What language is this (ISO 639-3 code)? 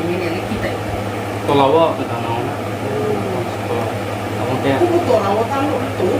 ria